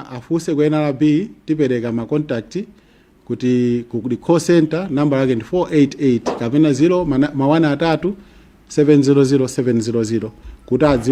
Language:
Nyanja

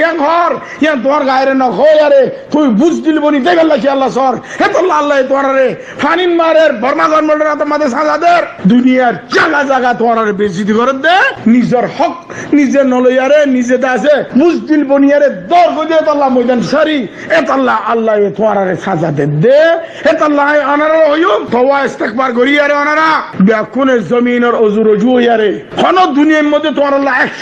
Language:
Rohingya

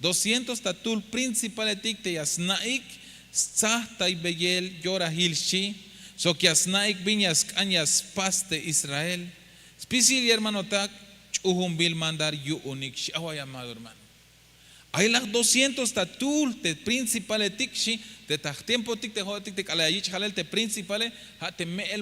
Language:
Tzeltal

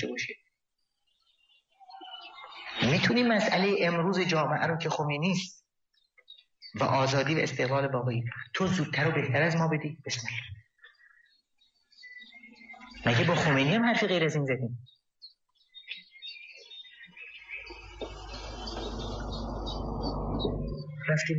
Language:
Persian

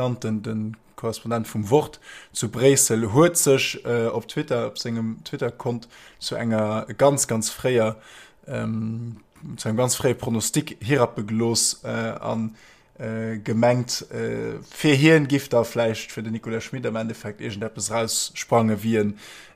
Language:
Luxembourgish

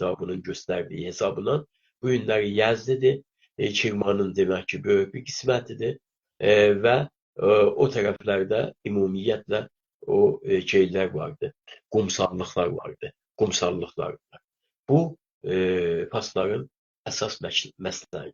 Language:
South Azerbaijani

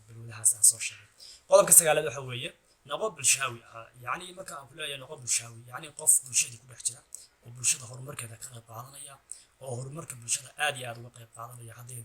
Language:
Somali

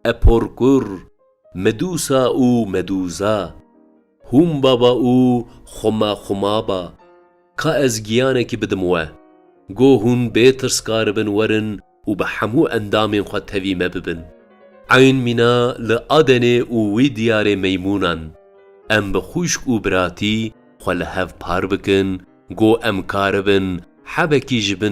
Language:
Kurdish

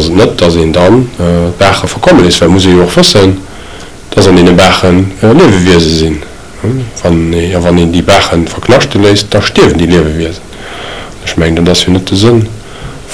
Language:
Luxembourgish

